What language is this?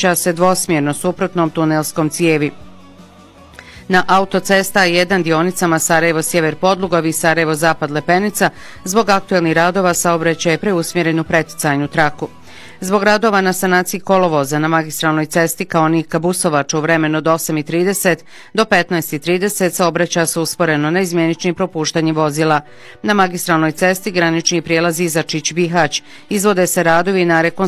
Bosnian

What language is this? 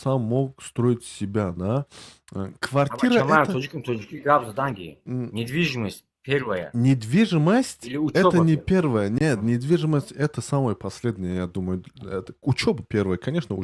Tajik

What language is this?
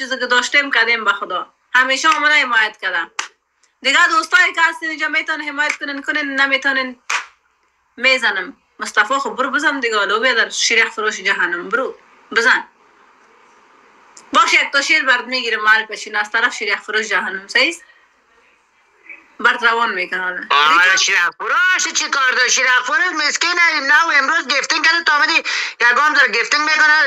Persian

